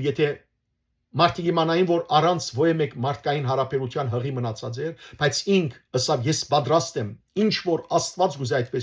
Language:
Western Armenian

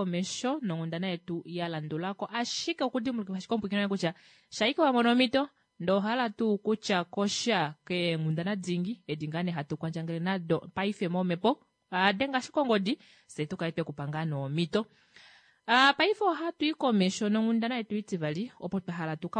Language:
Kuanyama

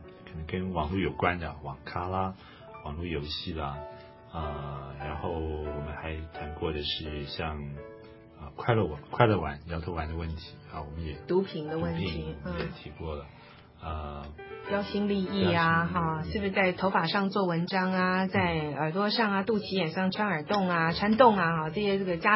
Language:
Chinese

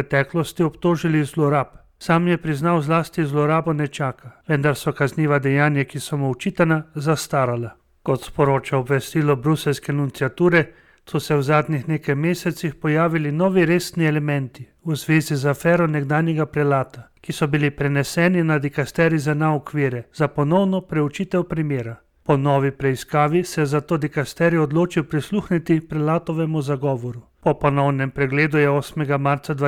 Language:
Slovenian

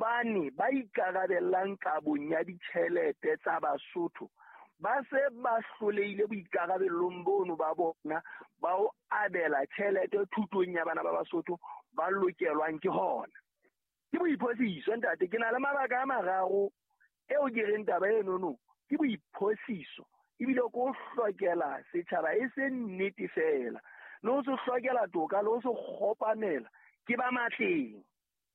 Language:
Southern Sotho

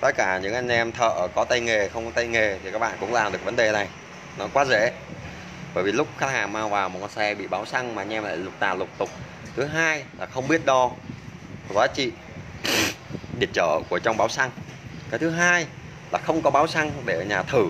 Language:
Vietnamese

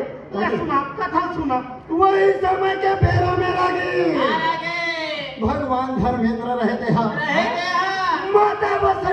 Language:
Chhattisgarhi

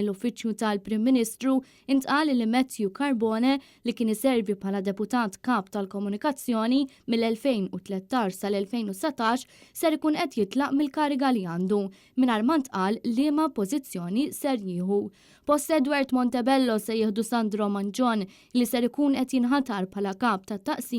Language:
Maltese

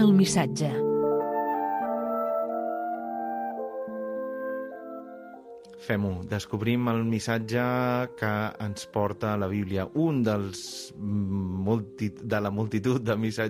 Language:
Catalan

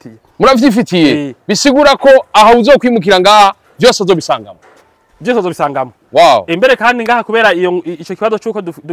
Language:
Rundi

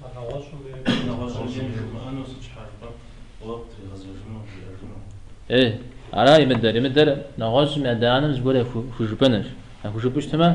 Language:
Kabardian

